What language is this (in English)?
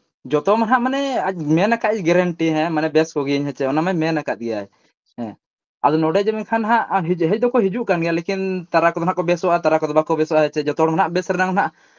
Santali